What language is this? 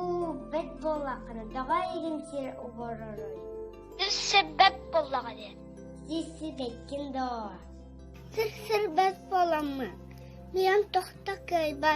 Yakut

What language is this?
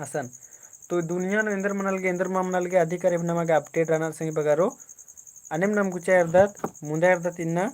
Kurukh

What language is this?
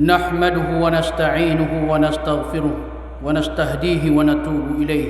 Maranao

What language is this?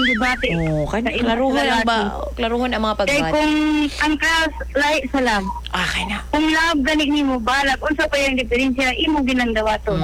Cebuano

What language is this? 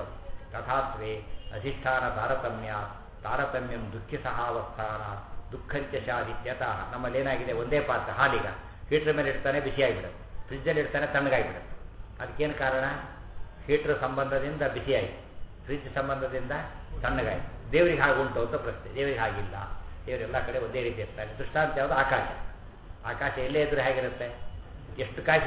Kannada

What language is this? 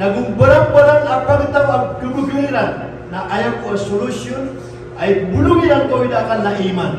Maranao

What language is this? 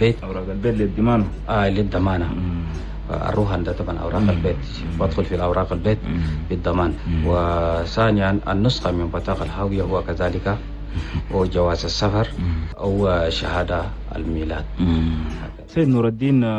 Chadian Arabic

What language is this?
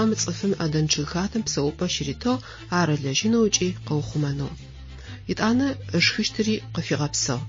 Adyghe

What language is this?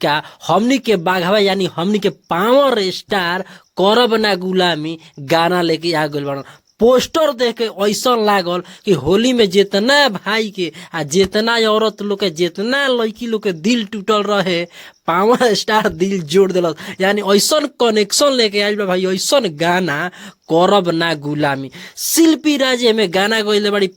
Bhojpuri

